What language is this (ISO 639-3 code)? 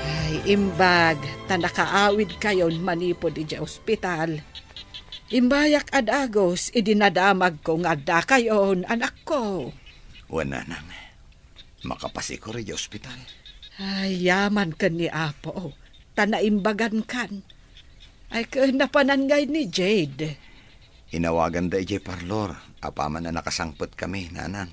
ilo